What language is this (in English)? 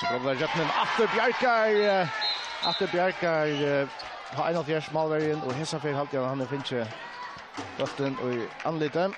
Faroese